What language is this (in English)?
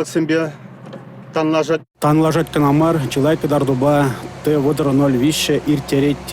Chuvash